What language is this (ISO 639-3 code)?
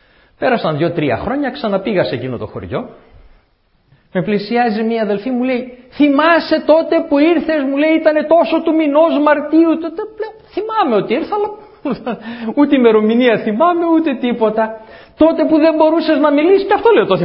ell